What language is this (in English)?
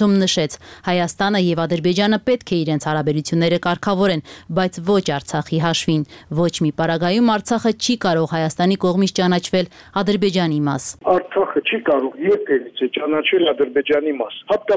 Armenian